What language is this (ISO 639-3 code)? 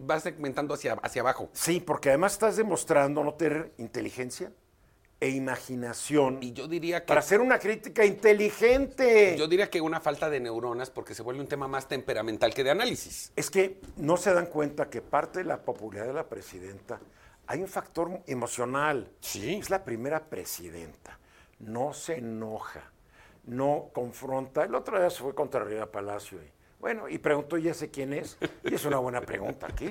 spa